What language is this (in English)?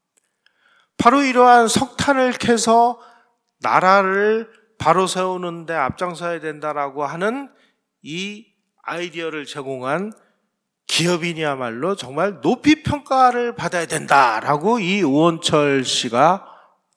Korean